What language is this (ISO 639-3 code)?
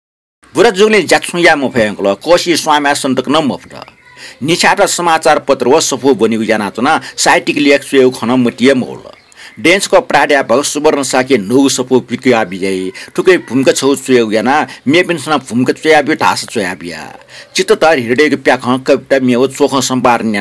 new